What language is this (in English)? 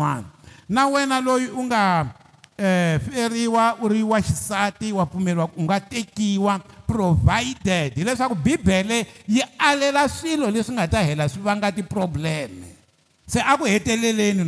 Tsonga